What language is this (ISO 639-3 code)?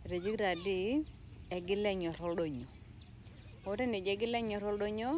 mas